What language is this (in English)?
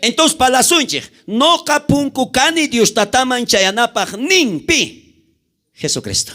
South Bolivian Quechua